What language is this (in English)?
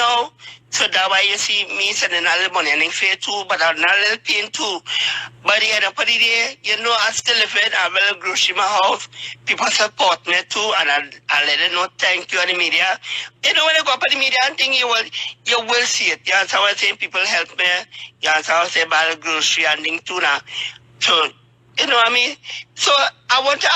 Jamaican Creole English